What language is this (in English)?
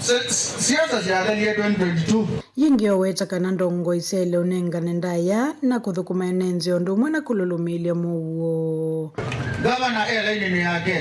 Kamba